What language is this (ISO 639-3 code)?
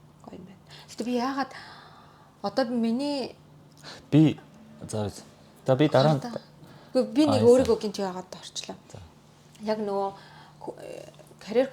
mon